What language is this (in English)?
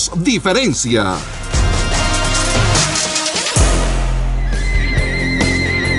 Spanish